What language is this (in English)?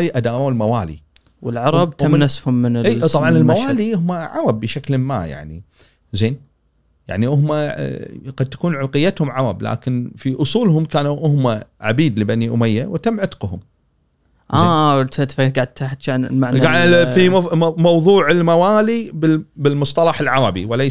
Gulf Arabic